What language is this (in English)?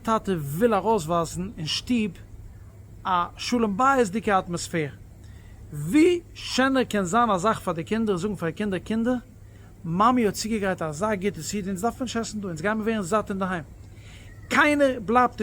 Yiddish